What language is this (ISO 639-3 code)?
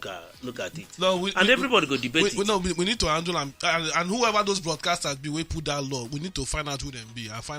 pcm